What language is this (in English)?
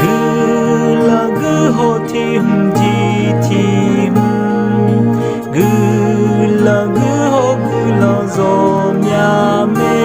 Akha